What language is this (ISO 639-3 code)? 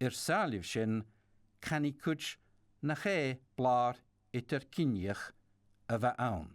gla